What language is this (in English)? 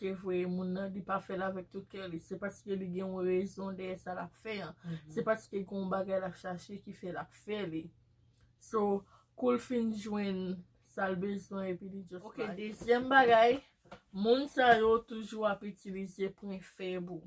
Haitian Creole